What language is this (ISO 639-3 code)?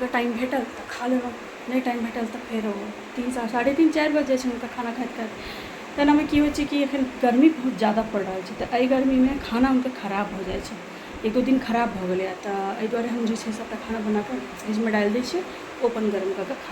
mai